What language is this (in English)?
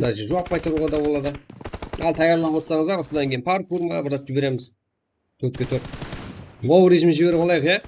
Kara-Kalpak